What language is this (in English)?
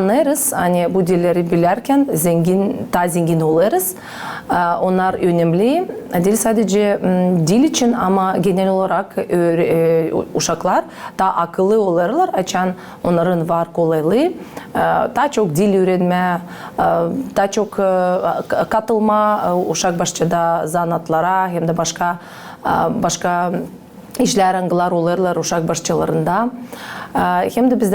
Gagauz